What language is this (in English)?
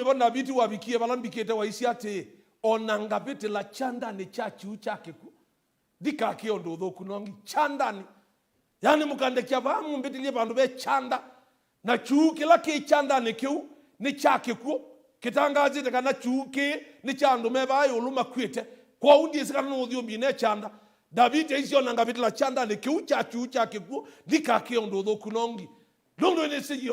Kamba